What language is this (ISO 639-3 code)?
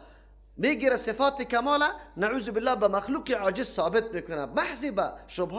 fas